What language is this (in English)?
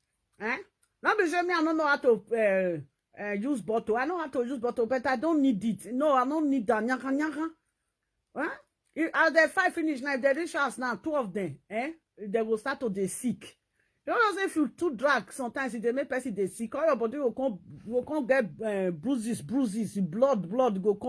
Nigerian Pidgin